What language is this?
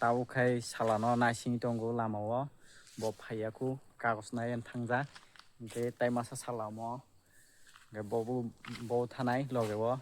Kok Borok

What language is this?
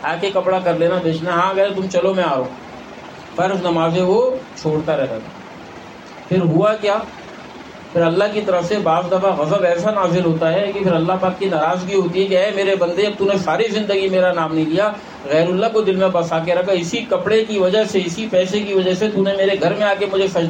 Urdu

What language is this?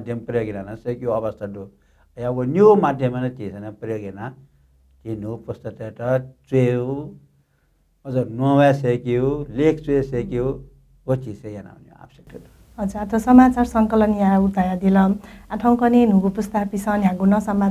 Newari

